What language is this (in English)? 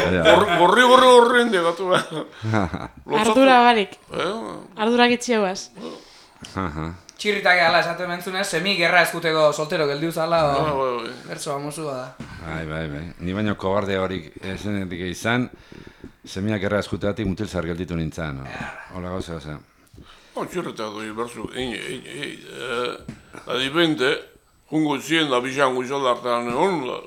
Basque